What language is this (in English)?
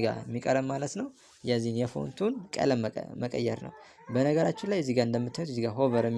Amharic